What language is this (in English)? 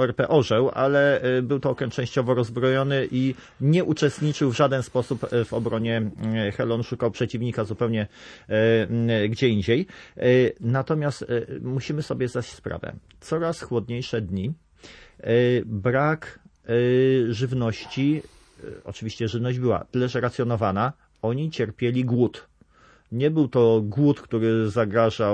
Polish